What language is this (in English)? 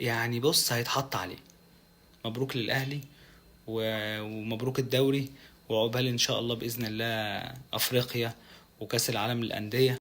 Egyptian Arabic